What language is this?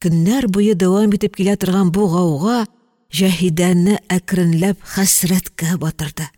Tatar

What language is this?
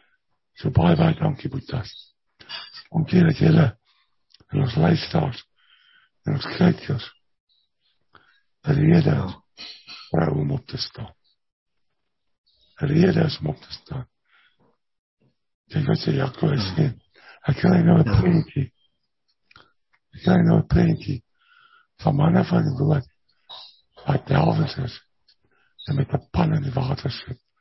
Afrikaans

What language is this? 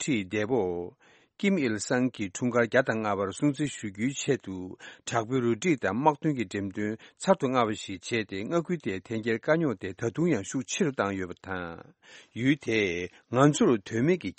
Tibetan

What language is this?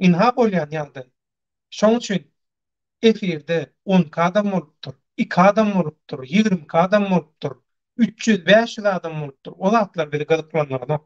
Turkmen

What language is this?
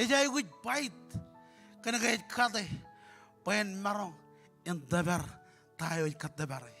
Marshallese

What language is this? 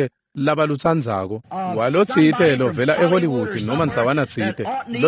Swati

